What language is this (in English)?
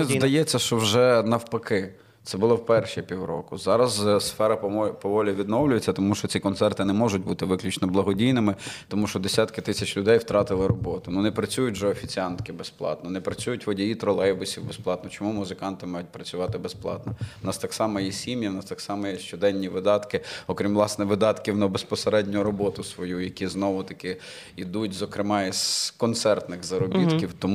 Ukrainian